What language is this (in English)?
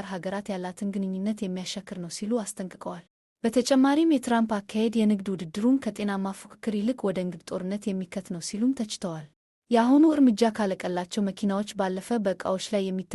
Amharic